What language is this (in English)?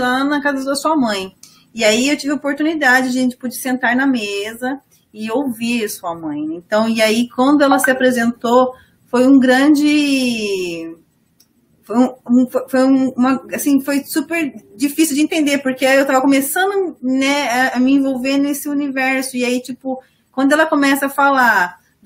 Portuguese